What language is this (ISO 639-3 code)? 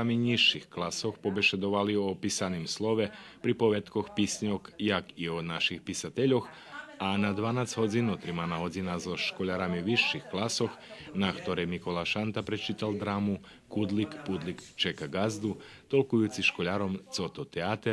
rue